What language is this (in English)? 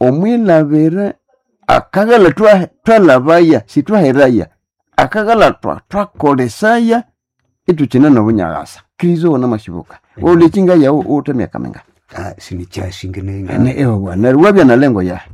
Nande